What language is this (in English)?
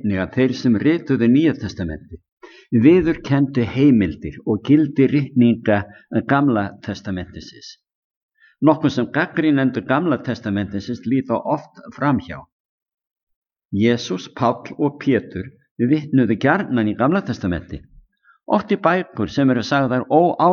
Icelandic